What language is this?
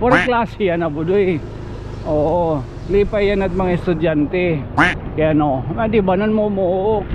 Waray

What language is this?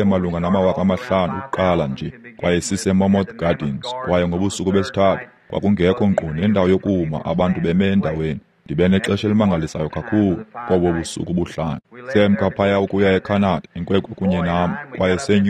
Xhosa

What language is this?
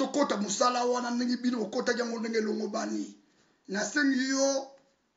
Lingala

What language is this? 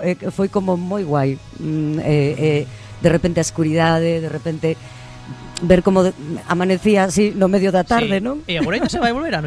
Galician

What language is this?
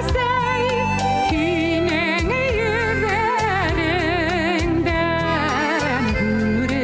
Bashkir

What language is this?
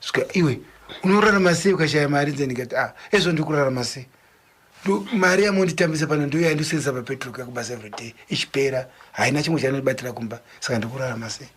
Shona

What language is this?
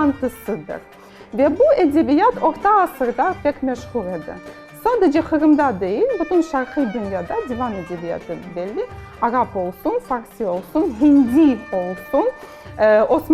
Crimean Tatar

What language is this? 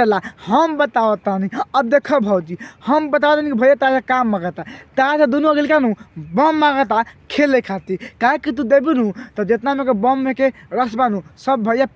Bhojpuri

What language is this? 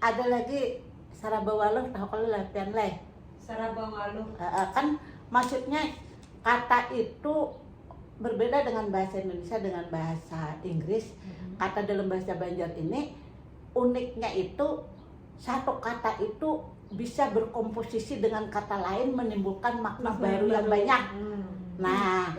Banjar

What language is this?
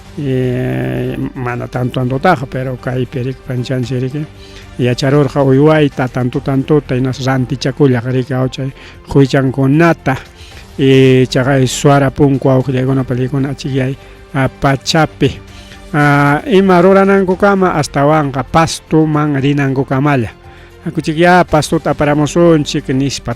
Ayacucho Quechua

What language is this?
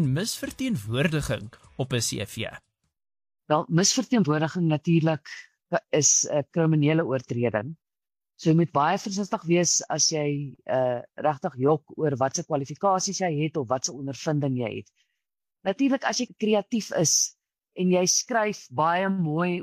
Afrikaans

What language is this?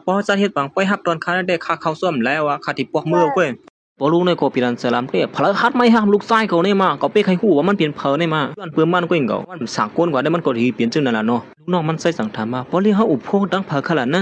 Shan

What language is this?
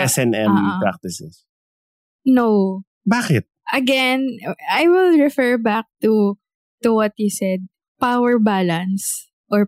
Filipino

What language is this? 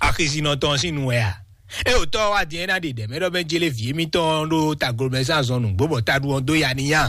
Fon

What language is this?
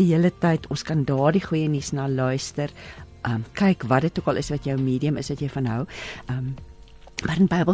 Afrikaans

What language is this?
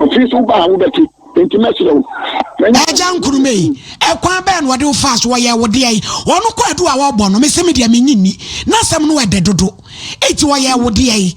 Akan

